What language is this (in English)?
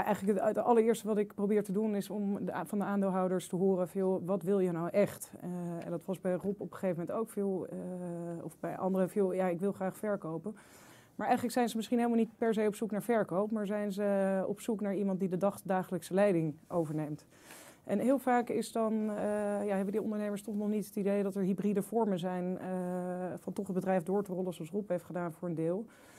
Dutch